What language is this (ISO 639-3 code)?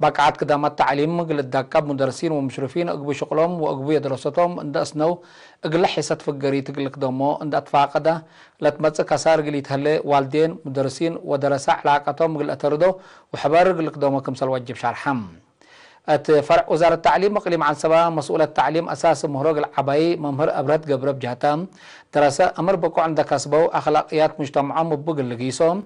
tig